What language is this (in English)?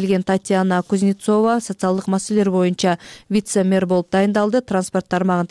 Kyrgyz